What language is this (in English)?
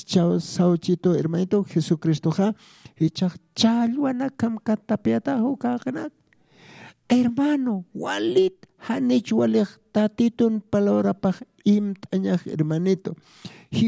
Aymara